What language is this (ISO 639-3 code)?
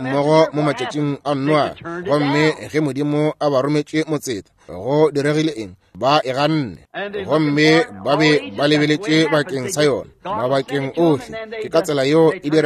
nso